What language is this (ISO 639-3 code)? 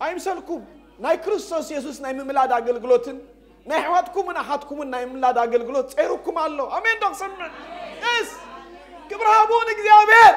tir